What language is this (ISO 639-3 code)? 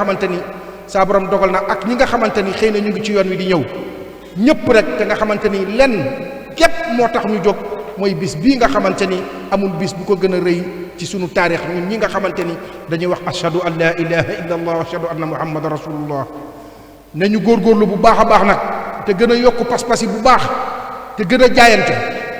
wol